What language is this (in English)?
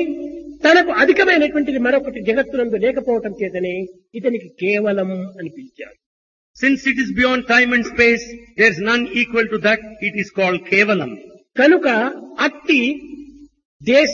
Telugu